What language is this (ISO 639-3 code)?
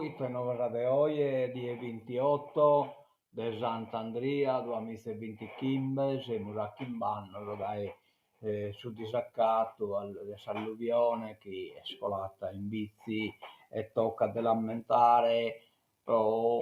srd